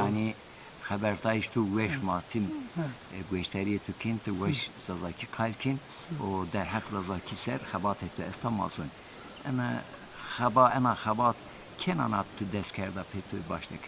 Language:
Zaza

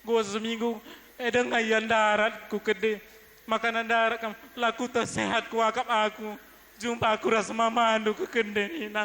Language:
Batak Karo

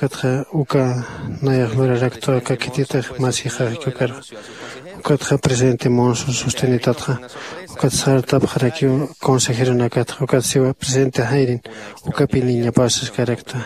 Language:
Aymara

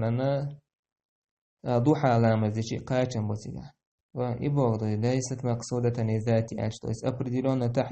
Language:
Chechen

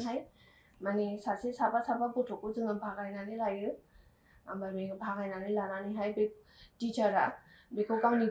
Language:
Bodo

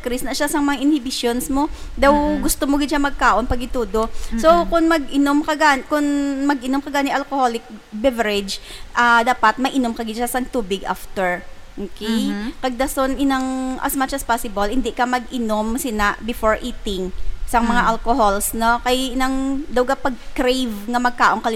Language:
Hiligaynon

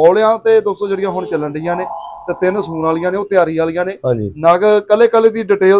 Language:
Punjabi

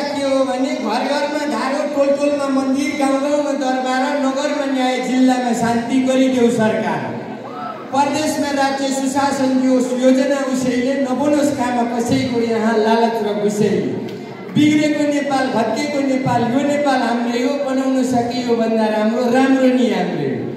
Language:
Nepali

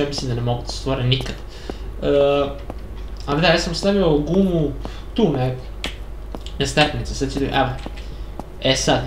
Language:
Serbian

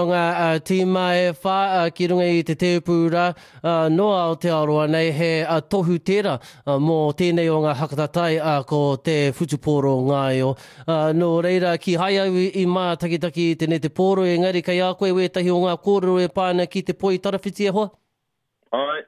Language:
Māori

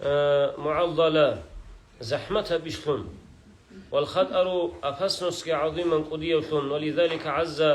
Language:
Avaric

